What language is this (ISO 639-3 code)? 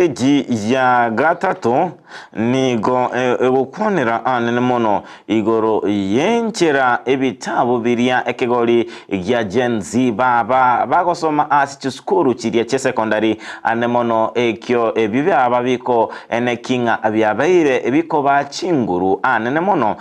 guz